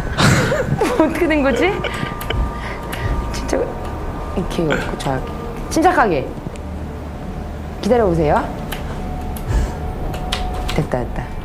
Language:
Korean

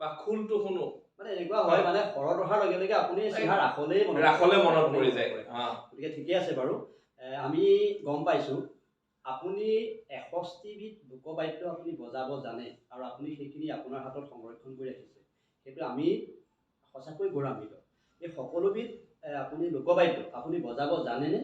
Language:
Assamese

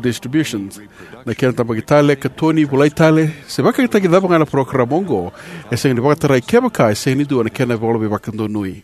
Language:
Fijian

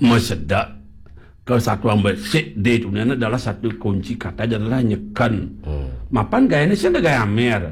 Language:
Balinese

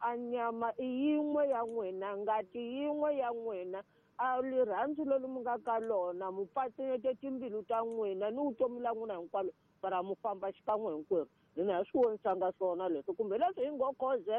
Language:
Tsonga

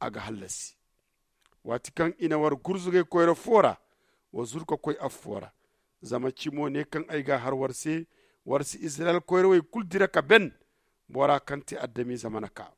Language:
Zarma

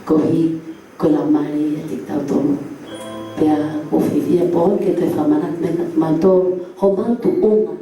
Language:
Tongan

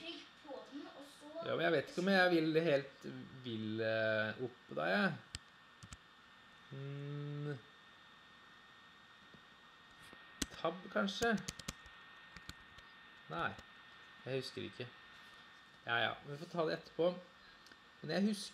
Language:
Norwegian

